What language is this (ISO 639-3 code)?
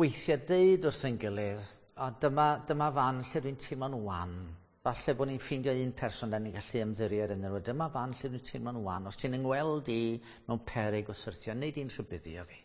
cym